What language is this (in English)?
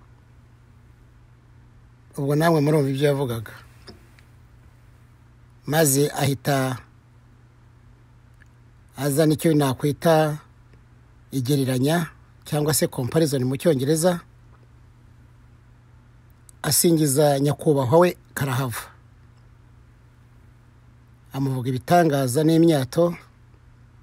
Kinyarwanda